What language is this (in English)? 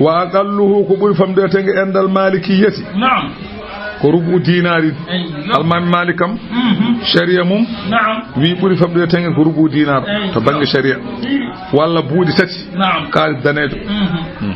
Fula